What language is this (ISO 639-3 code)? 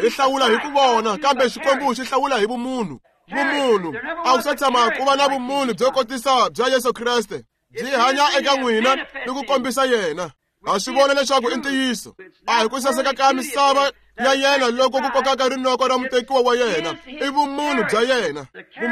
tso